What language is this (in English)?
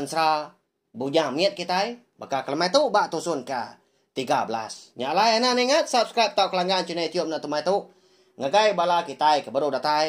Iban